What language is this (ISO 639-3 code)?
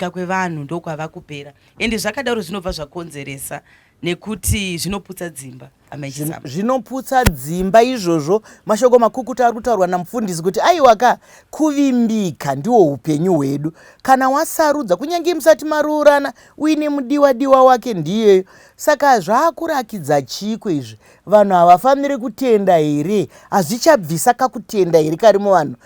sna